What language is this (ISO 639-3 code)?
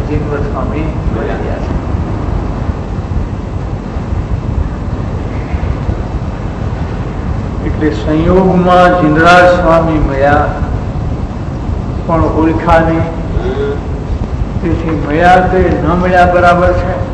guj